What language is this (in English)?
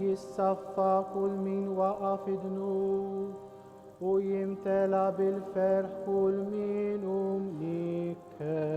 Maltese